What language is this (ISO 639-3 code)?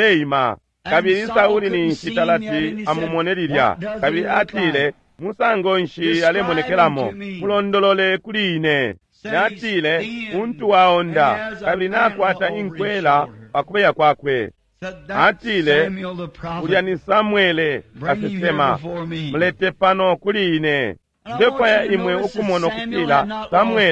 bem